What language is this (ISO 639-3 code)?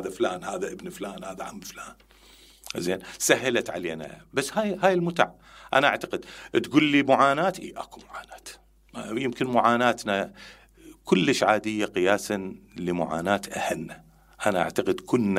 acm